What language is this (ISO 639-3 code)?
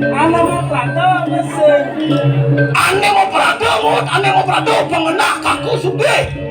ban